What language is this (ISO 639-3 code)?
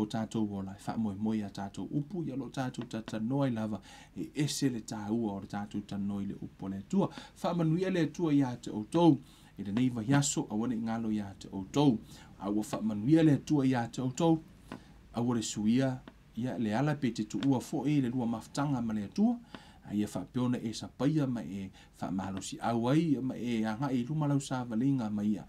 smo